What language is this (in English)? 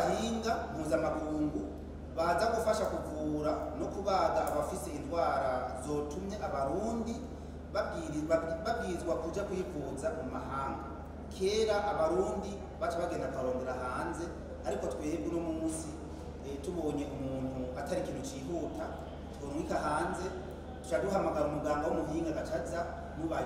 Rundi